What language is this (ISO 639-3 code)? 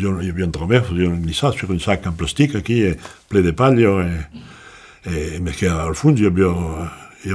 oci